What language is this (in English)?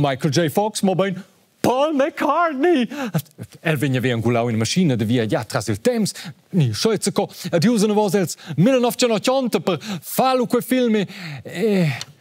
Romansh